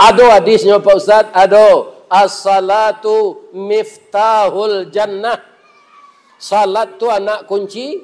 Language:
Minangkabau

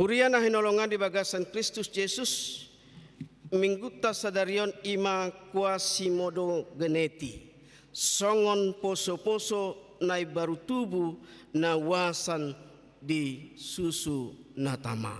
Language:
Batak Toba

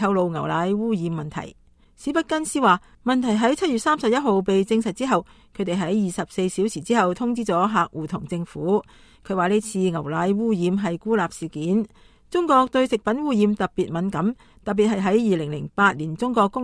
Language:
Cantonese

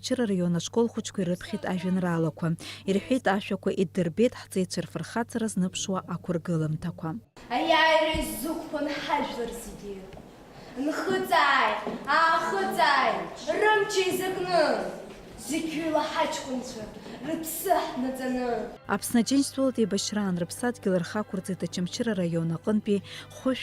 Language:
Abkhazian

